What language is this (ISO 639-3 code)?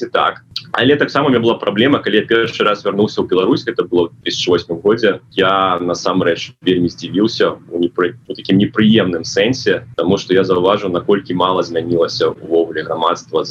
bel